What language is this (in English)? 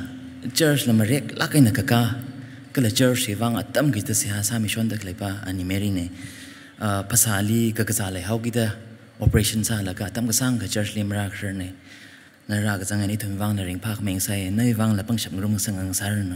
Tangkhul Naga (India)